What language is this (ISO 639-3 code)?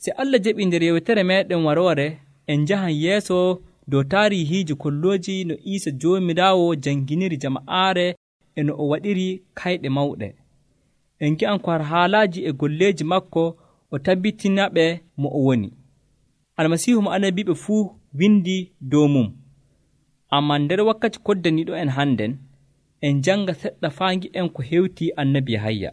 fuv